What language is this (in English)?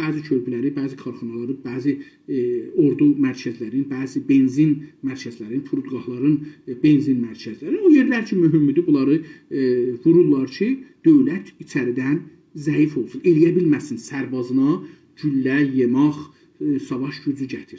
South Azerbaijani